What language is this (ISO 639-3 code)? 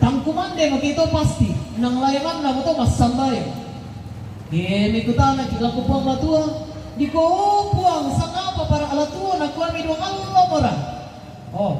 sda